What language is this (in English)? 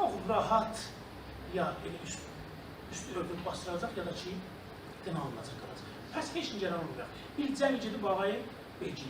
South Azerbaijani